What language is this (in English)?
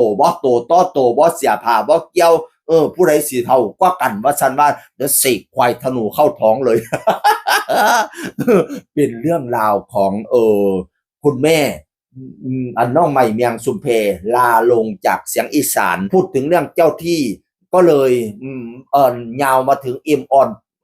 Northeastern Thai